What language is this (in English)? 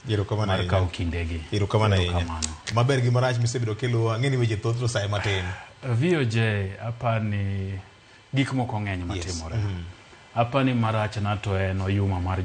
Luo (Kenya and Tanzania)